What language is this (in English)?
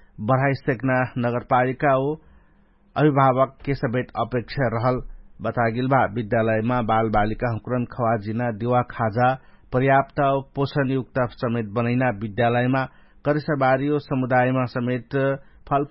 Dangaura Tharu